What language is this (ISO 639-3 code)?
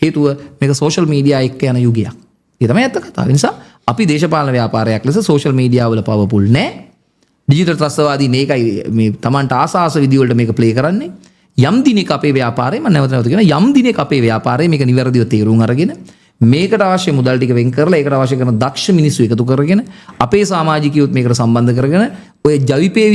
sin